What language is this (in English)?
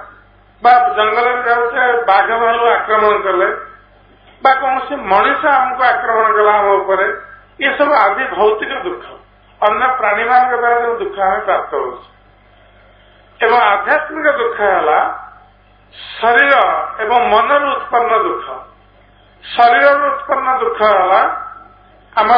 Odia